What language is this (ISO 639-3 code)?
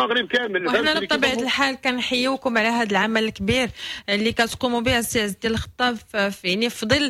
ary